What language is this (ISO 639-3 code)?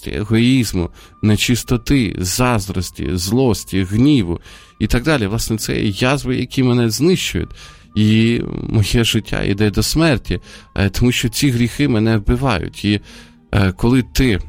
ukr